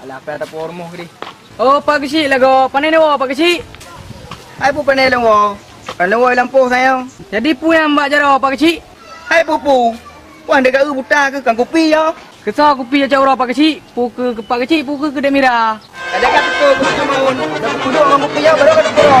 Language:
Achinese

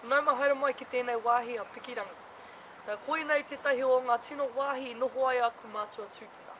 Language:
Māori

